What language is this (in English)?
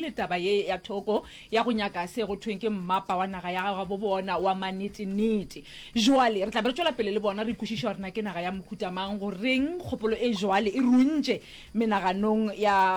Northern Sotho